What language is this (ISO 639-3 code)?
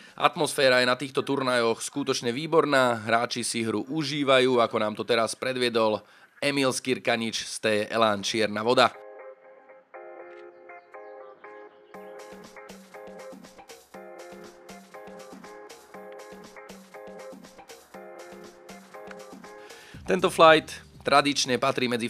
slk